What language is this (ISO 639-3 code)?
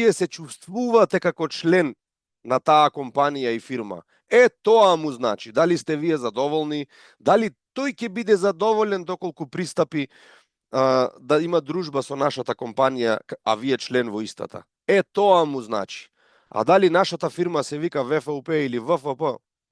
mkd